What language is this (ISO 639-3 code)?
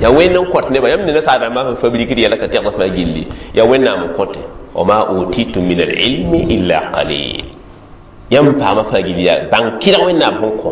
mos